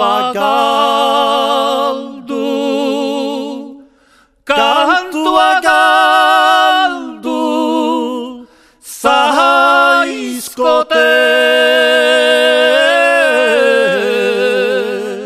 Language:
Basque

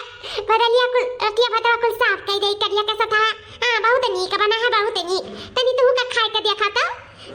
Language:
Awadhi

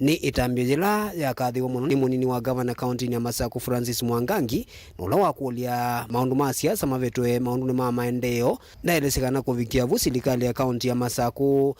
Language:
Kamba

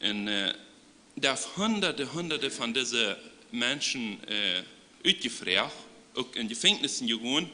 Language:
Plautdietsch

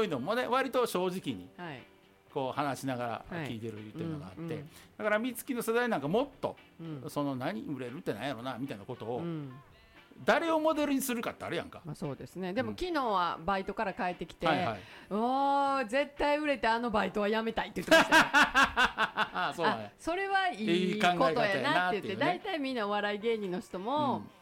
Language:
Japanese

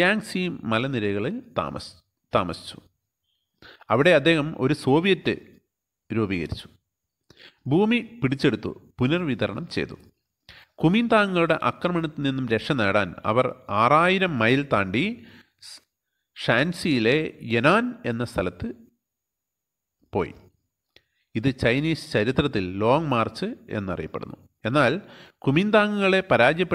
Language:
Malayalam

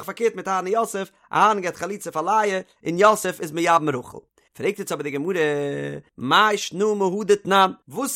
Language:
Yiddish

